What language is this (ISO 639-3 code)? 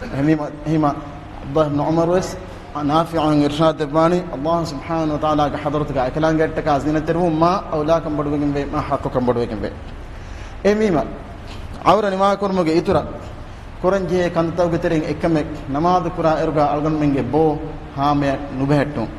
div